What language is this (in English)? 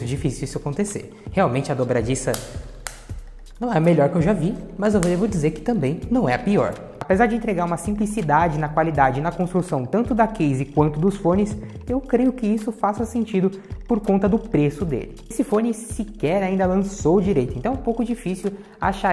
Portuguese